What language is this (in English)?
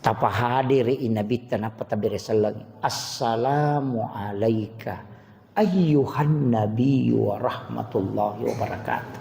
Buginese